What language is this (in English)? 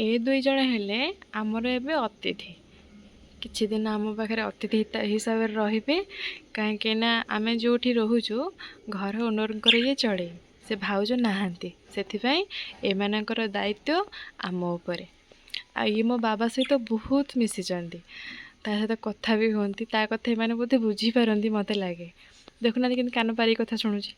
Odia